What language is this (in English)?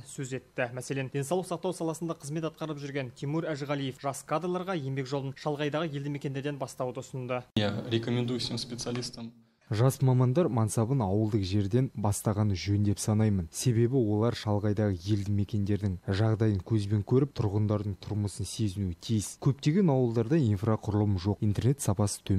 Kazakh